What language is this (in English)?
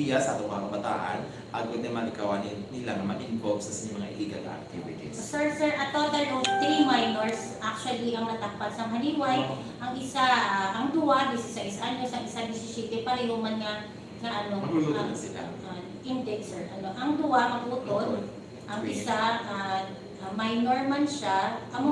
Hiligaynon